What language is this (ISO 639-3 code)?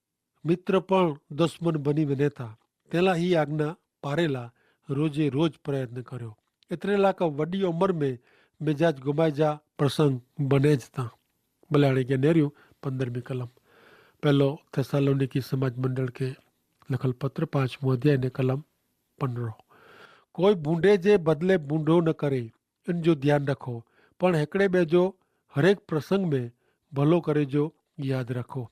kfr